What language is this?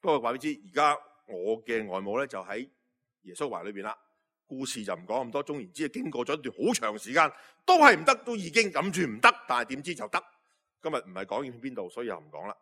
Cantonese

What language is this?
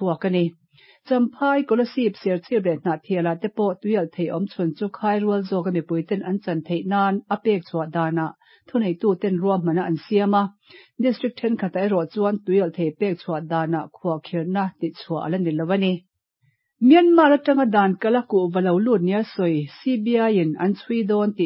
Mizo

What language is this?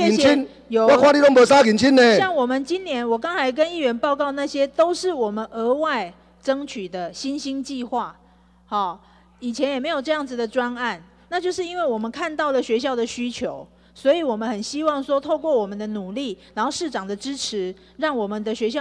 Chinese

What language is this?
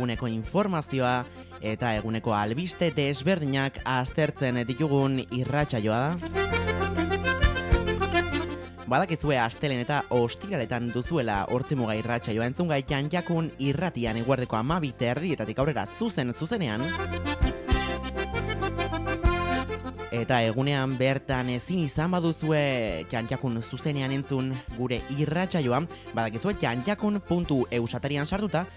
Basque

